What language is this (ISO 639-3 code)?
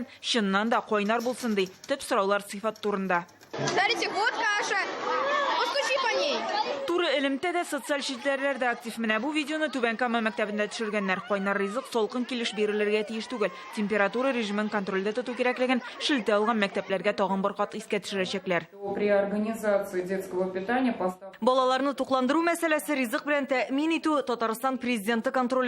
tat